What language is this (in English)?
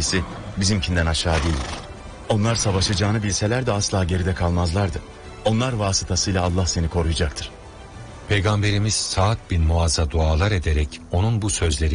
Turkish